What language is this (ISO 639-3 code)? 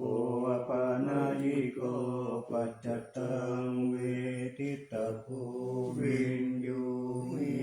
pli